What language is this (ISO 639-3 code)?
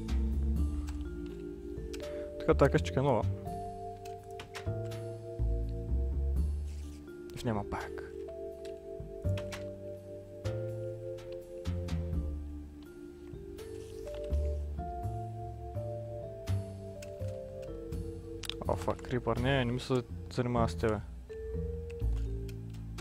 bul